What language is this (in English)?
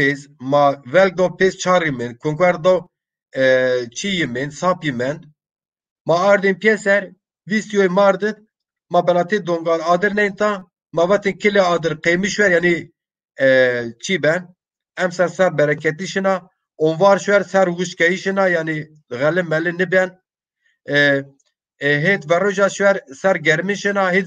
Zaza